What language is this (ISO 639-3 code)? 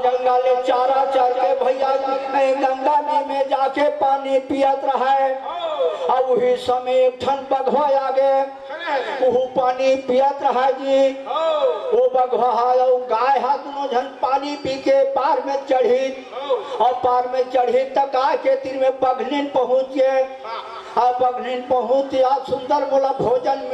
hne